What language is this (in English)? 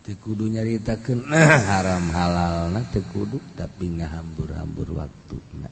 Sundanese